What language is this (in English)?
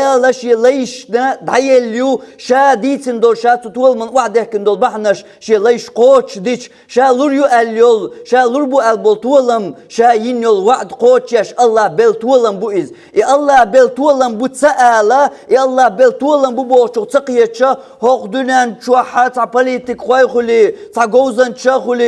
Chechen